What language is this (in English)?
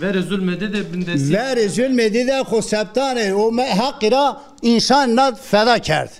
Zaza